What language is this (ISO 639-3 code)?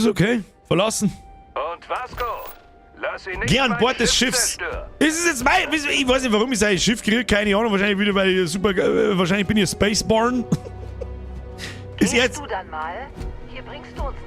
bar